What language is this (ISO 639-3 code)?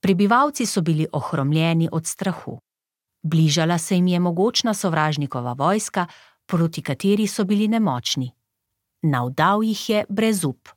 slv